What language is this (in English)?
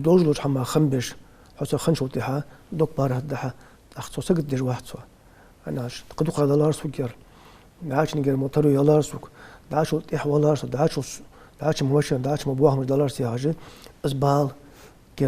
Ingush